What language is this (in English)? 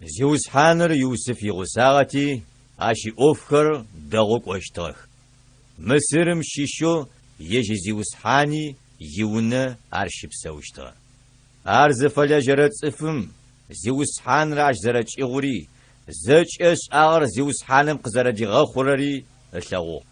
Adyghe